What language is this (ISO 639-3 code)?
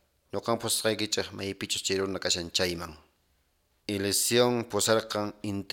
que